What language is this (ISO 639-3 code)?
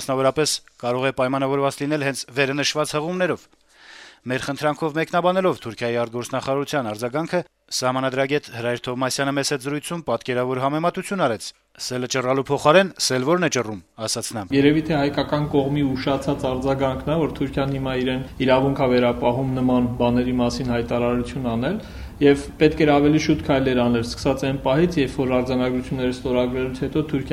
hye